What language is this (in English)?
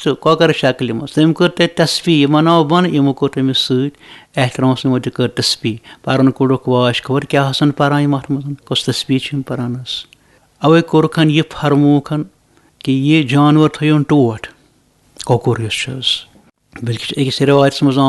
Kashmiri